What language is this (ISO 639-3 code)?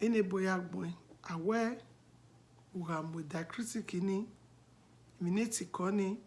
bin